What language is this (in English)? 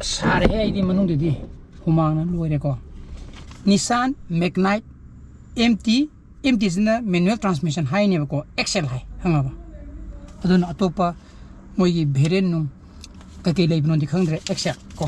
Manipuri